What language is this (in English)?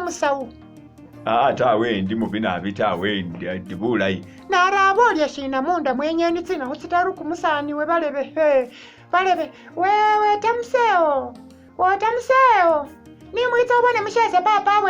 Masaaba